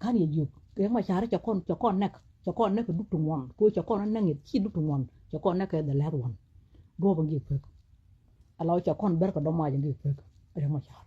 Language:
Nuer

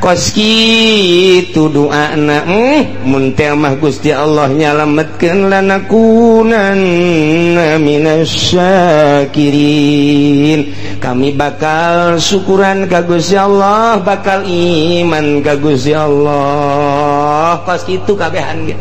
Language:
Sundanese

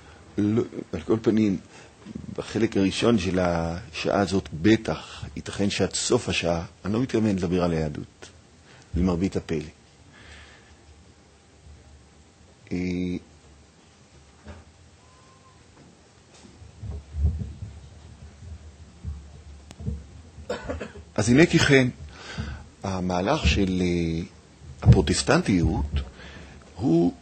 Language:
Hebrew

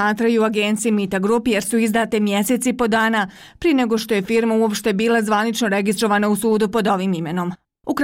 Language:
Bosnian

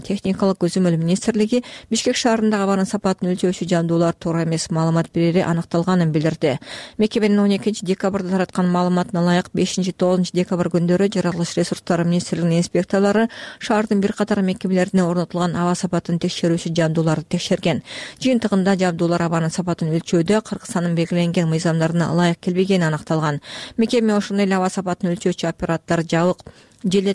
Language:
Kyrgyz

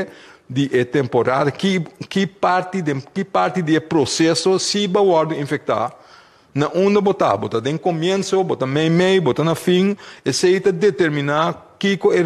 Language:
Papiamento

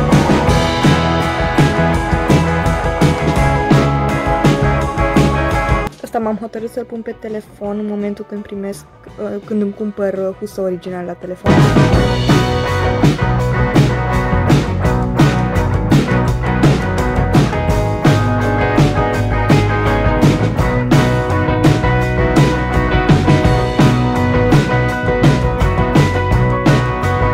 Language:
Romanian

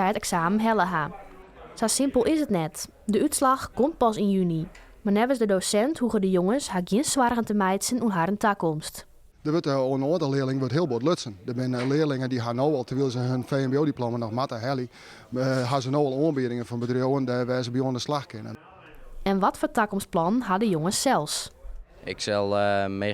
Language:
Western Frisian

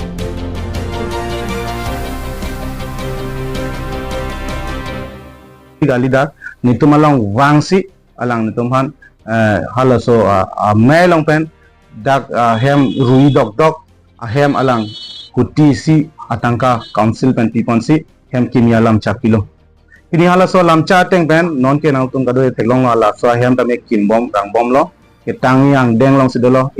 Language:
Karbi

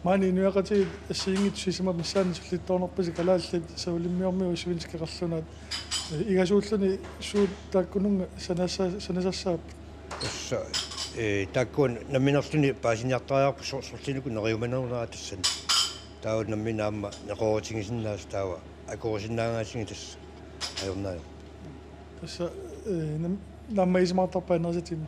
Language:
Kalaallisut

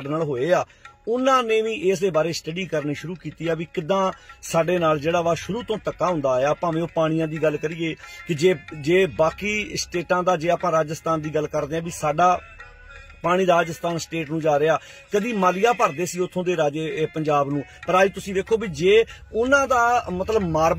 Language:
Punjabi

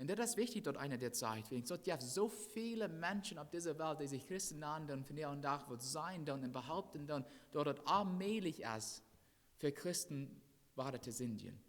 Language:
Plautdietsch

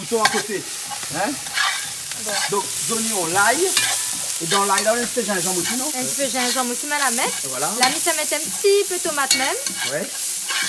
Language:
Réunion Creole French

